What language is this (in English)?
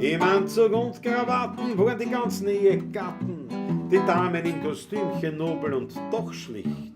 Bavarian